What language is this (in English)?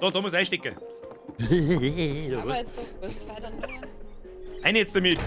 Bavarian